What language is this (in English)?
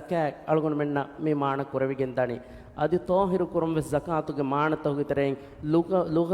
Divehi